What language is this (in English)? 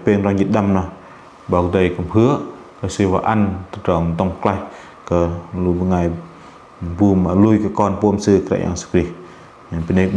Bahnar